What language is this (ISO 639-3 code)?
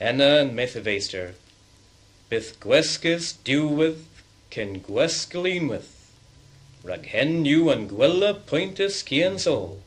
cor